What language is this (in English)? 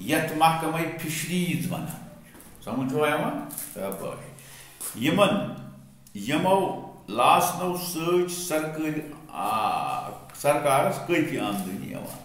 Kashmiri